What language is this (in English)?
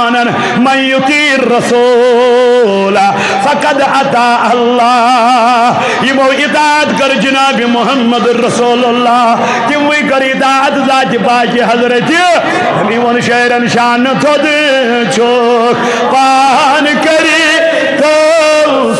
Kashmiri